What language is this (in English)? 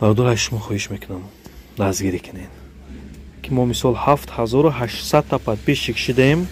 Tajik